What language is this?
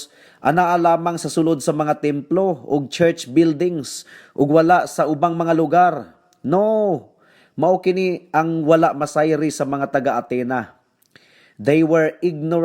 Cebuano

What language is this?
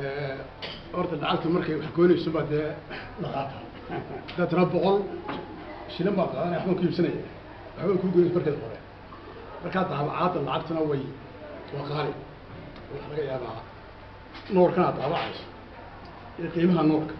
Somali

